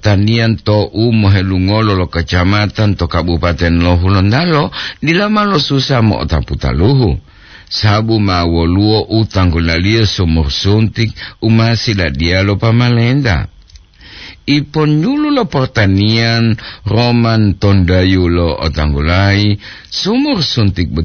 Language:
Gorontalo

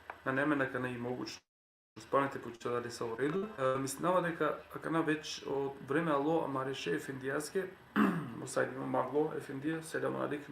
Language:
Balkan Romani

